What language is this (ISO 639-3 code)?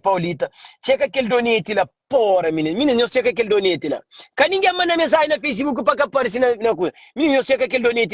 kea